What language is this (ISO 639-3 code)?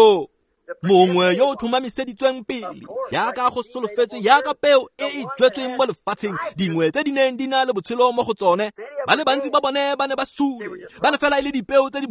tsn